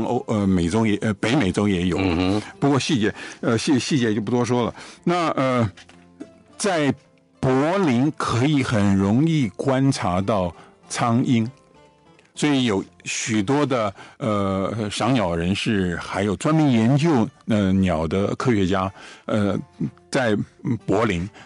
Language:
Chinese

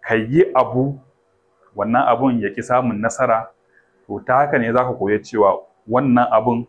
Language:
Hausa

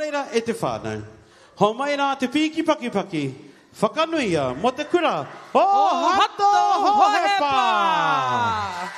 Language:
Māori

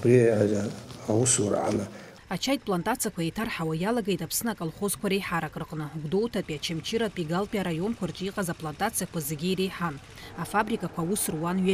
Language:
Abkhazian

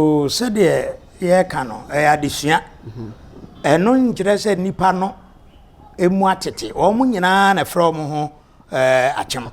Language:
Akan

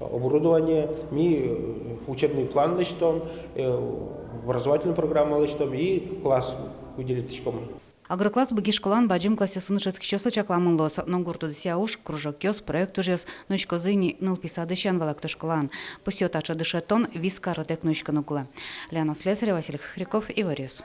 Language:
Udmurt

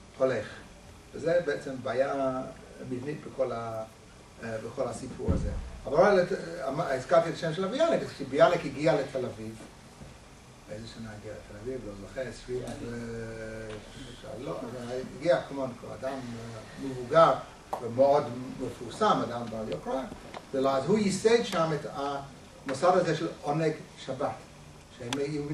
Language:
Hebrew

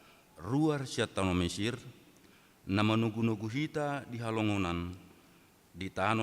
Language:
Batak Toba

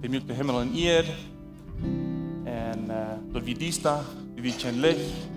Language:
Plautdietsch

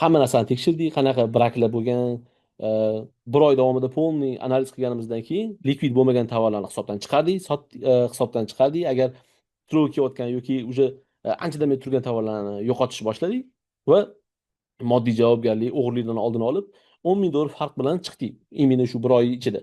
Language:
Uzbek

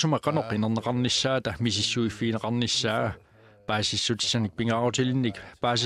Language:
Kalaallisut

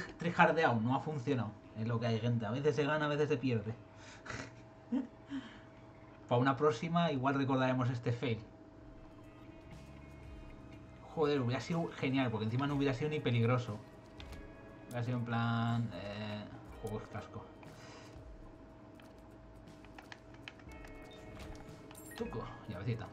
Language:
Spanish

